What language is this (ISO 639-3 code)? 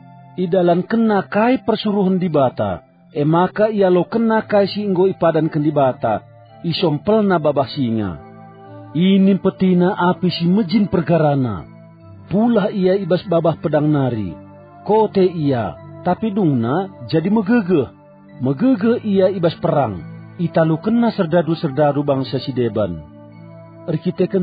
btx